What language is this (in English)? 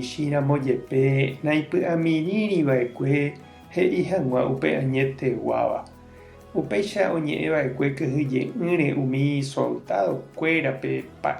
Guarani